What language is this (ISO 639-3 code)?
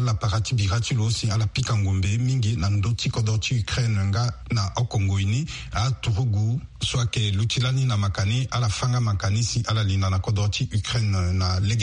sag